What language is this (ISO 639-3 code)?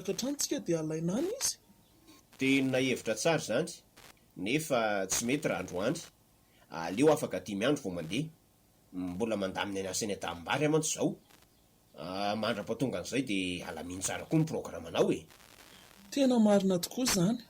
mlg